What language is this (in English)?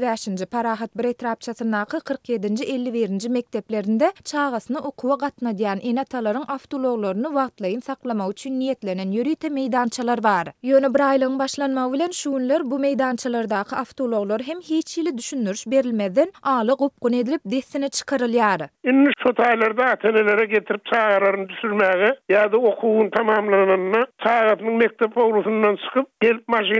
Turkmen